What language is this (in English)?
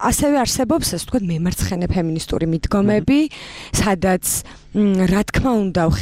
Georgian